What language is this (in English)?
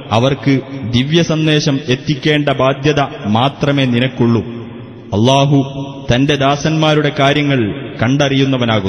Malayalam